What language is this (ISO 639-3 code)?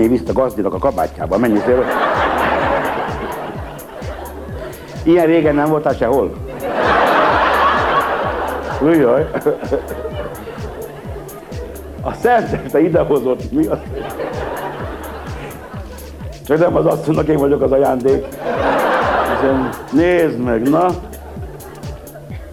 hun